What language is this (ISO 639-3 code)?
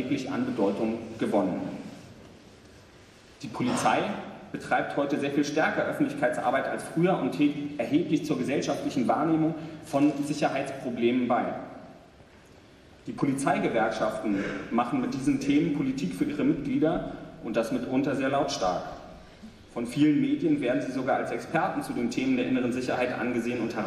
deu